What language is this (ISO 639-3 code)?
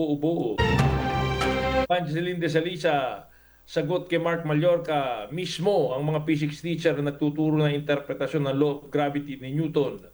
fil